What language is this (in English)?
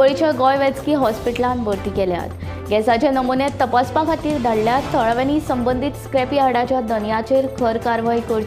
Konkani